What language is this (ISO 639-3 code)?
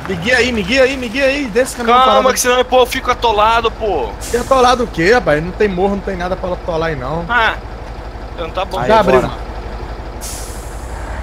por